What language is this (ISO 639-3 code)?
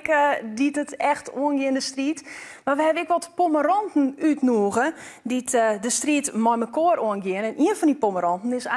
fry